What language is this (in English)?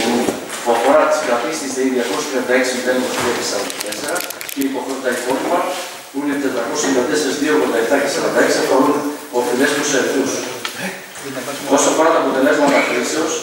Greek